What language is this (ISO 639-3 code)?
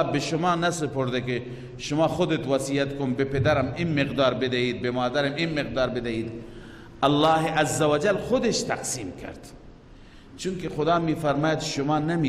fas